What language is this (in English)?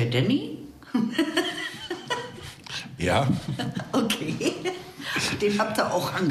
German